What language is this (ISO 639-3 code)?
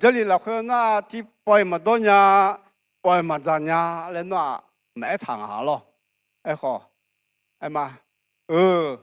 ahk